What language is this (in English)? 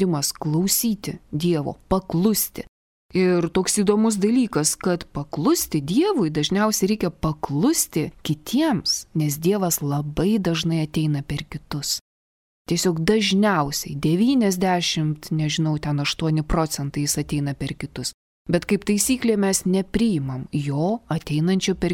Lithuanian